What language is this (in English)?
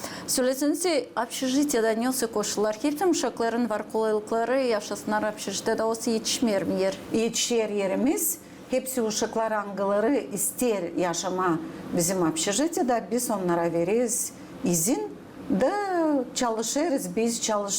Gagauz